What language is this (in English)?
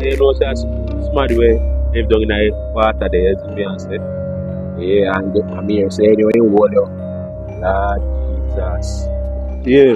Jamaican Creole English